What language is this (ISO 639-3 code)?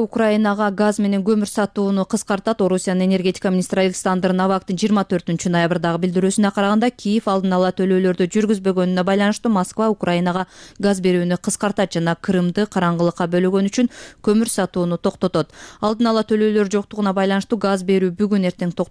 kir